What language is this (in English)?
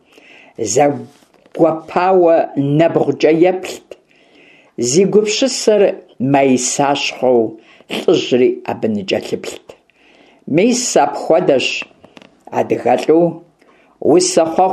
Kabardian